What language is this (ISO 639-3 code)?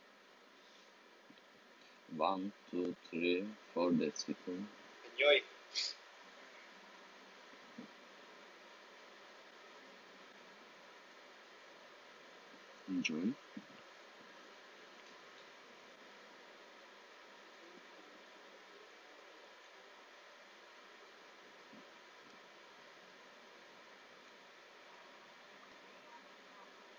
eng